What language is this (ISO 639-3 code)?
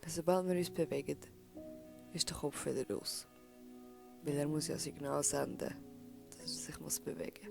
gsw